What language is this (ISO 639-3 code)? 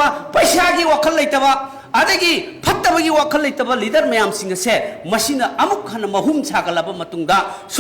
mni